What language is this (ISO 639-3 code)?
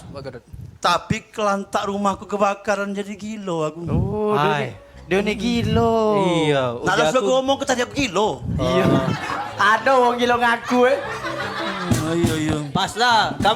mui